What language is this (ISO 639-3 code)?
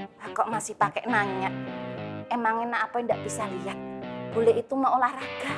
bew